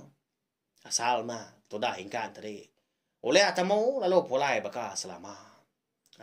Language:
Iban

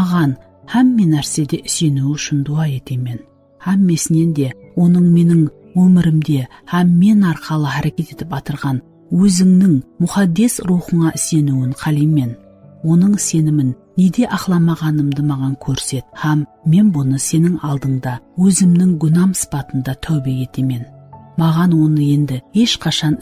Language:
Kara-Kalpak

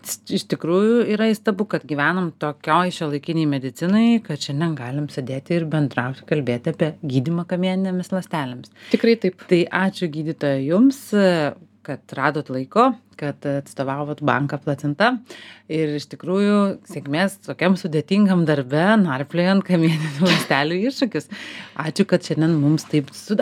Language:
Lithuanian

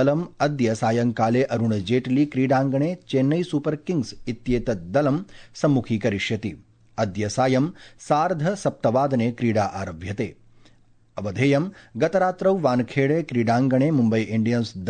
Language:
Sanskrit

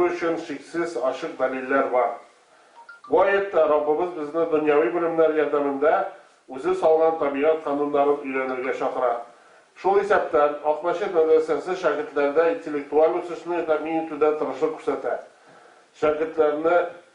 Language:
Tatar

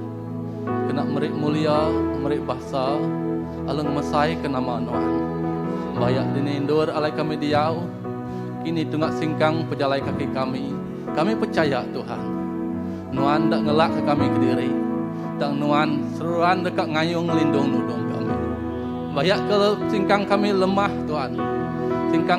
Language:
Iban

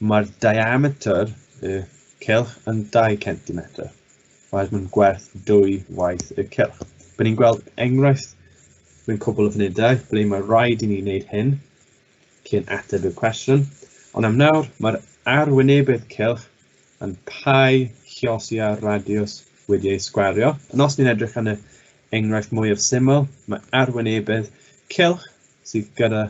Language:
Welsh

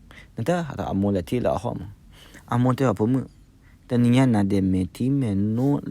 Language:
S'gaw Karen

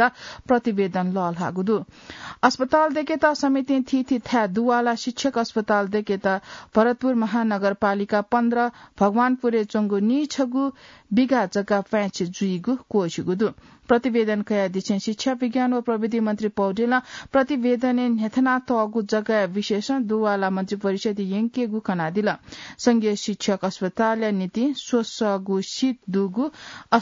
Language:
Newari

